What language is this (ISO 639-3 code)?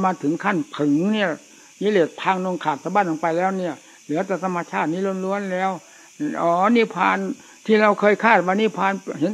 tha